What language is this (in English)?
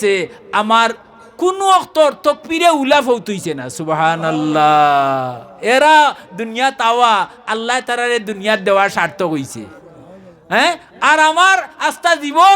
Sylheti